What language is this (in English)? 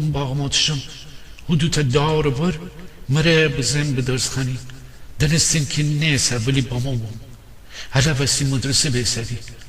Gilaki